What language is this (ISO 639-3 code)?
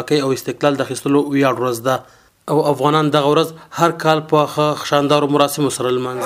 pus